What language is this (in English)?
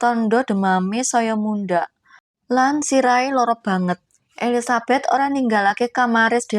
Javanese